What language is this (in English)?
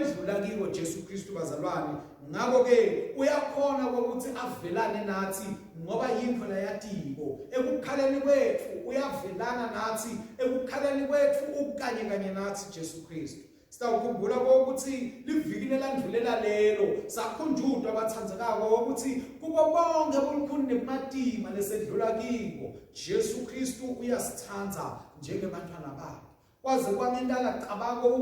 Swati